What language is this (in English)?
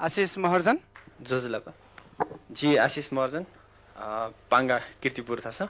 Newari